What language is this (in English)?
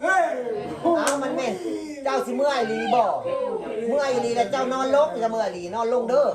Northeastern Thai